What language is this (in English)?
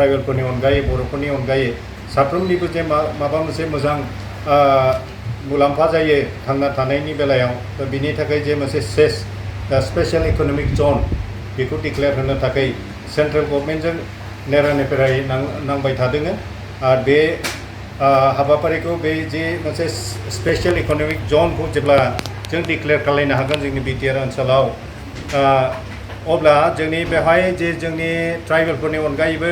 Bodo